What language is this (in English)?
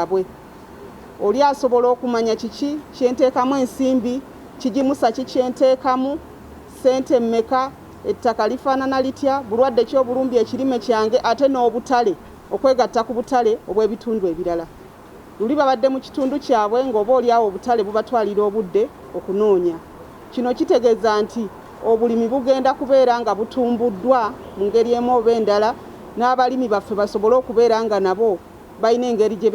Ganda